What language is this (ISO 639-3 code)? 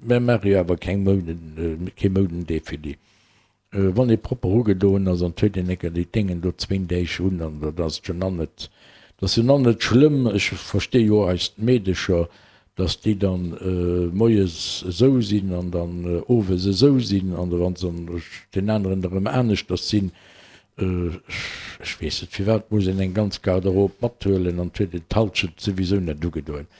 ltz